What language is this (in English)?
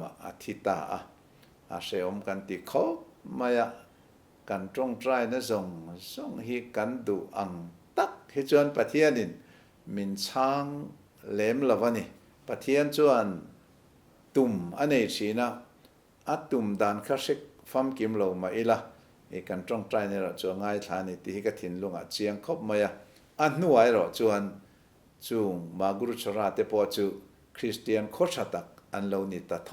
Mizo